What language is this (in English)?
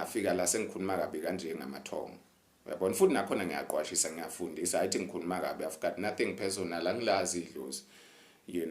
Zulu